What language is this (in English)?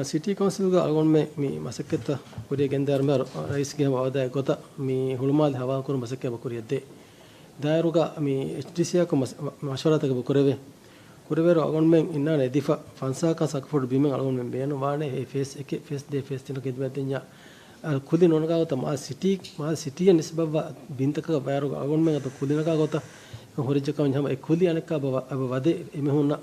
Divehi